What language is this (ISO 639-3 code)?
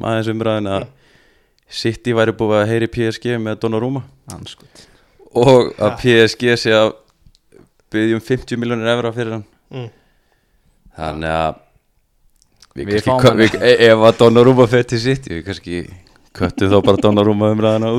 isl